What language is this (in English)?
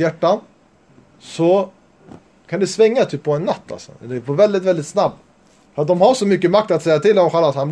Swedish